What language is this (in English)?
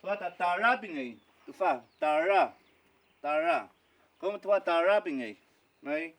Mapuche